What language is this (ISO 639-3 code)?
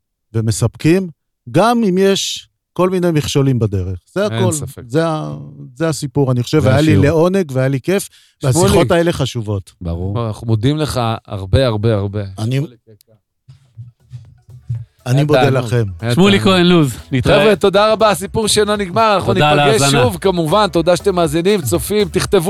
heb